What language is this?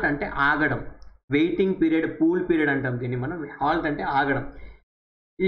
Telugu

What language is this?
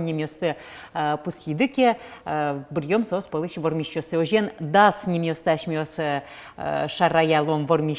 Udmurt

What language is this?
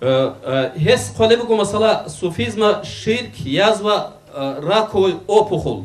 Avaric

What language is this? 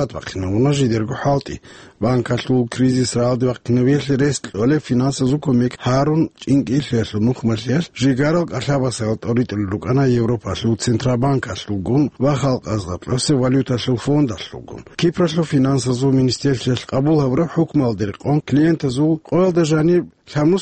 Avaric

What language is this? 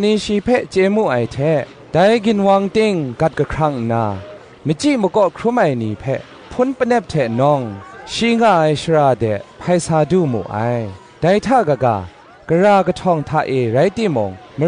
Kachin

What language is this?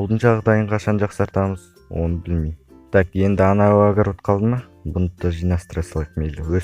Kazakh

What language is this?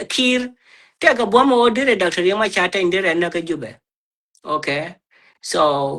Nuer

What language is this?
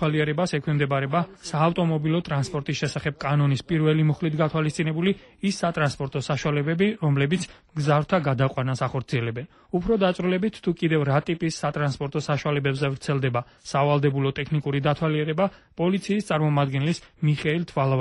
Georgian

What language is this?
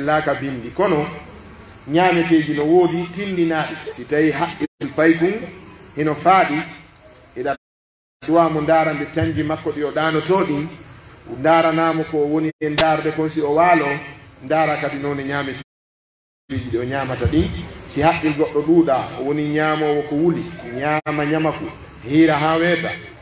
Pular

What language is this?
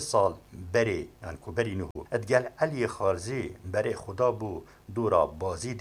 Kurdish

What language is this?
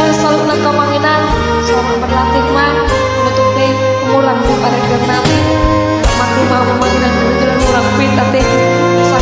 Batak Toba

